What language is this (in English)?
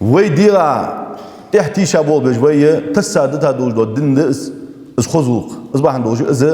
Ingush